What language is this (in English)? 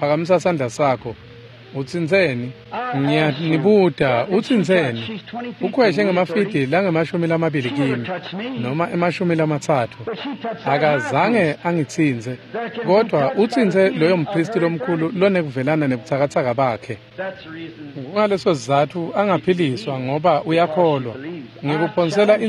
Swati